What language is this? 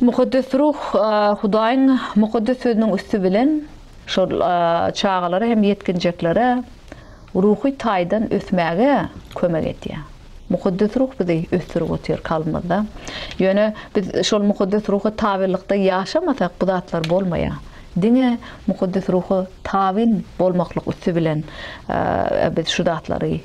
Turkmen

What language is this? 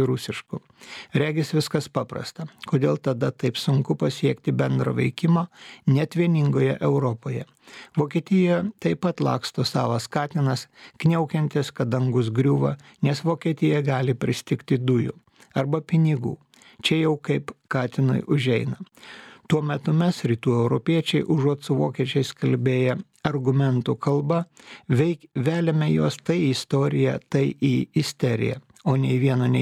Lithuanian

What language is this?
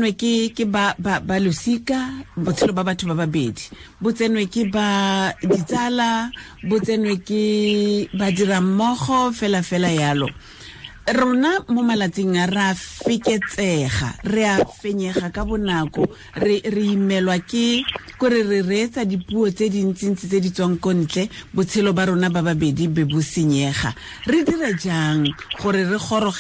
Tswana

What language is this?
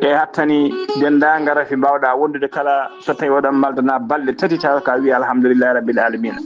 Fula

